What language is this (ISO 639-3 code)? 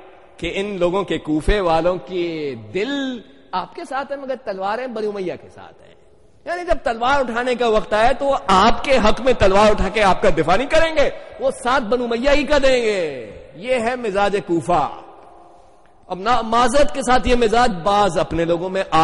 urd